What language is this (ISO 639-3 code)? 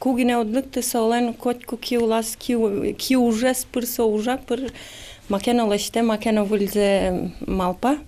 udm